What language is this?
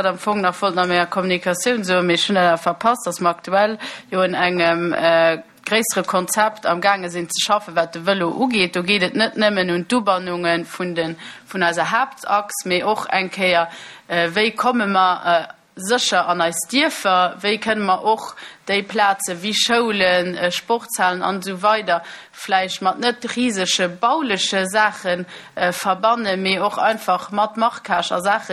Luxembourgish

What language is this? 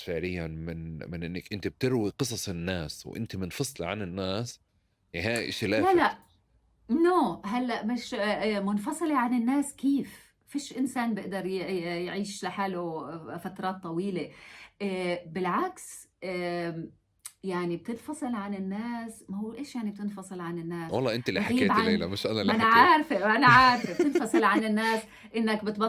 North Levantine Arabic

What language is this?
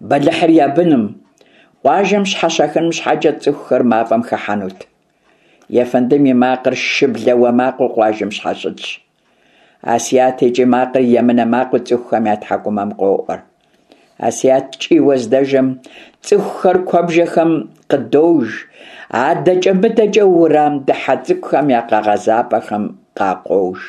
Kabardian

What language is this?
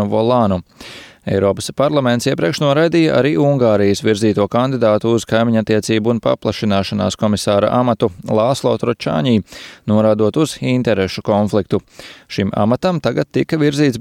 Latvian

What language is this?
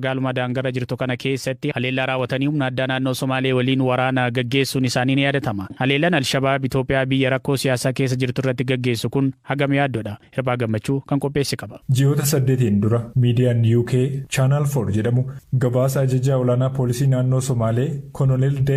Oromo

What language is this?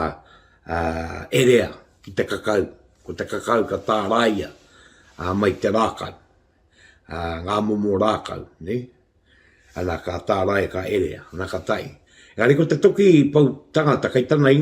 Māori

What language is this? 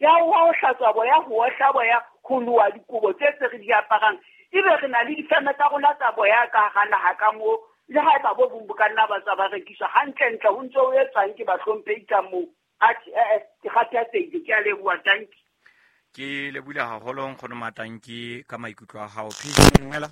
Southern Sotho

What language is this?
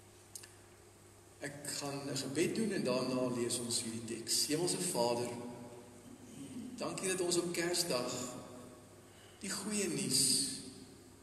Afrikaans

